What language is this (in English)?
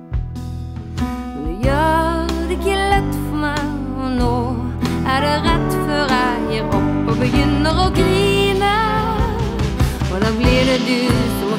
Norwegian